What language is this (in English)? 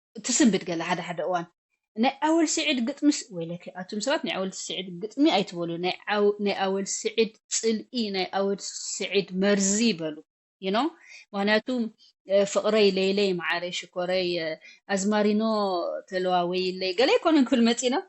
Tigrinya